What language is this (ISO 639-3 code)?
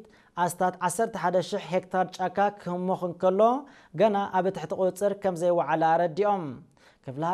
tir